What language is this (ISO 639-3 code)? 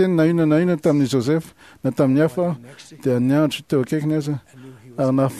mlg